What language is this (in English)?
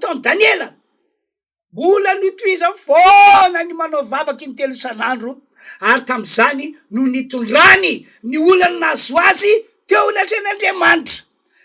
Malagasy